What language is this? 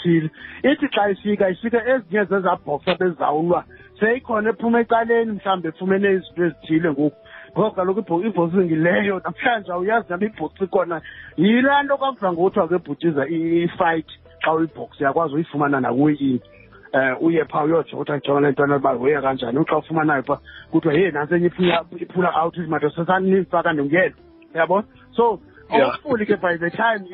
Xhosa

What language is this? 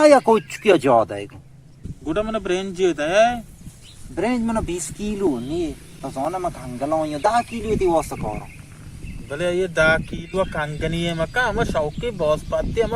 Baluchi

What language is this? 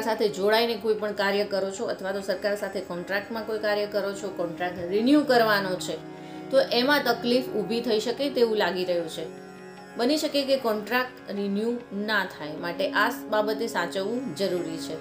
Gujarati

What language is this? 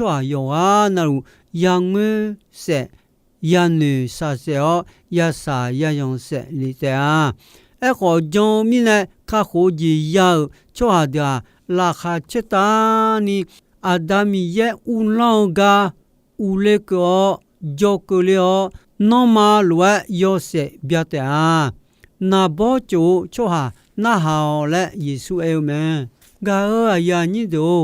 Akha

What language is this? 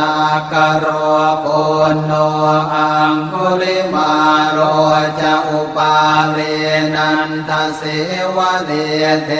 Pali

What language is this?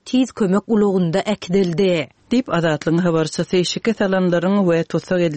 Turkmen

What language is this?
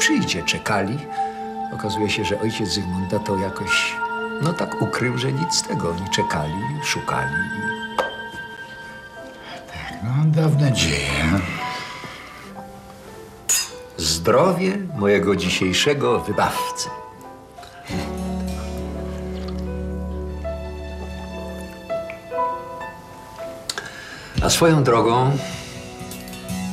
Polish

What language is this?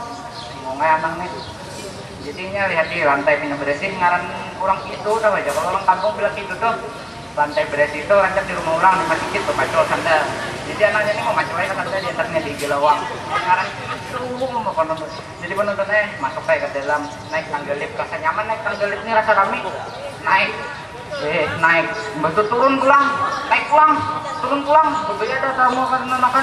Banjar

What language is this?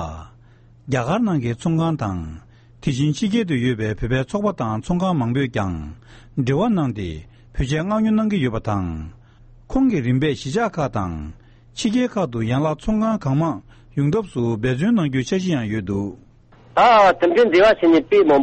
Tibetan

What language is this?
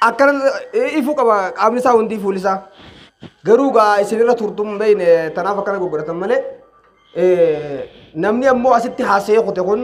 Oromo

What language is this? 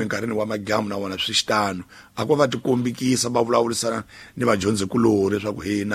Tsonga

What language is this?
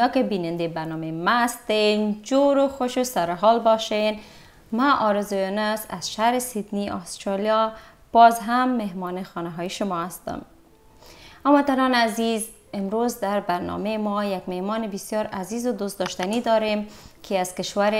Persian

